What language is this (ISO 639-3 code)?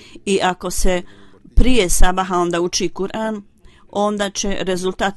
bos